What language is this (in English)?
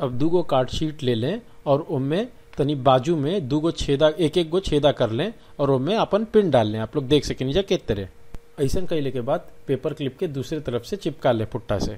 Bhojpuri